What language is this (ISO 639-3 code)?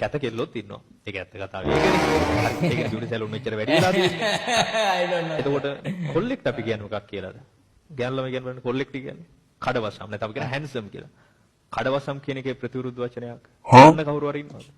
sin